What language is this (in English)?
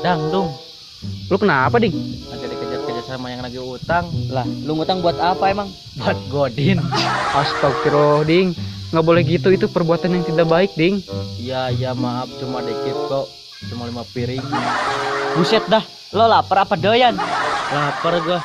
Betawi